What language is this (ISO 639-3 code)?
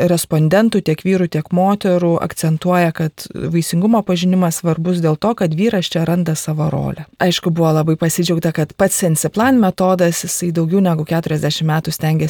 lit